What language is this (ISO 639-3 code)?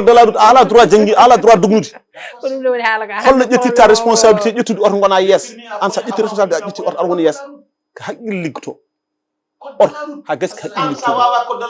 ful